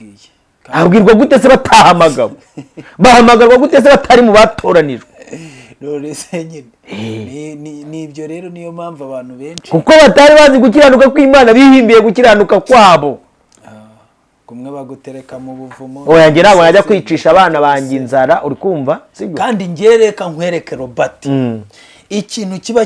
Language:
Kinyarwanda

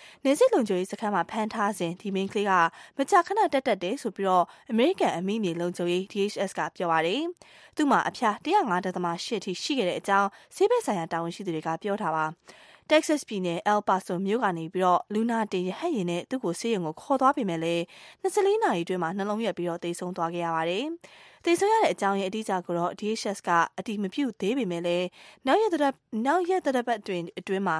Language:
Burmese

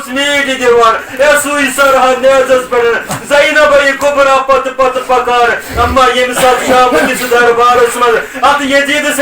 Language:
Kashmiri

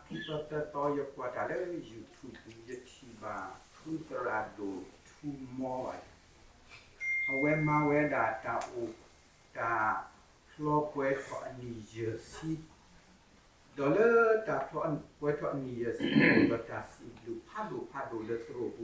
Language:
S'gaw Karen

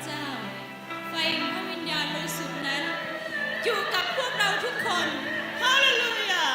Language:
Akha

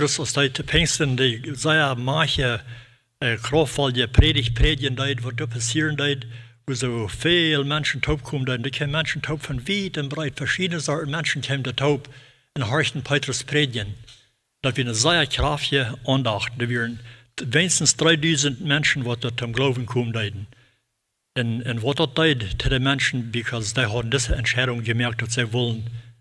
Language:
Plautdietsch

